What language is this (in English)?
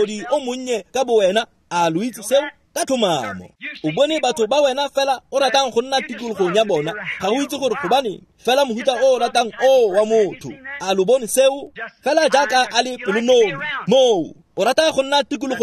Tswana